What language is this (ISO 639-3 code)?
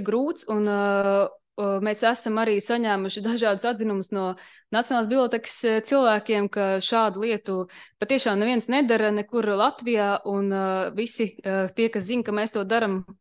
lav